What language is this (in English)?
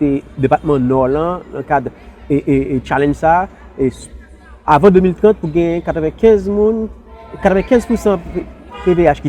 Haitian Creole